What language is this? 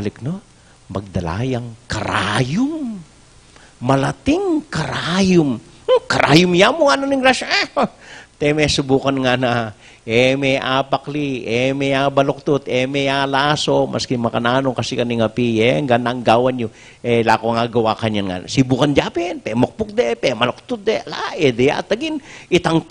Pampanga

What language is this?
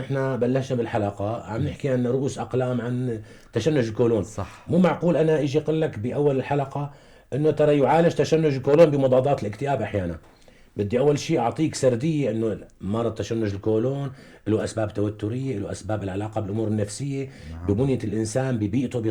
North Levantine Arabic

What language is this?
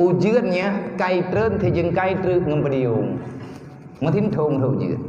Achinese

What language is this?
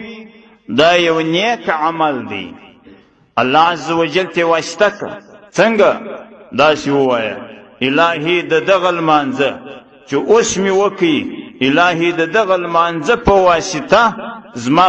Pashto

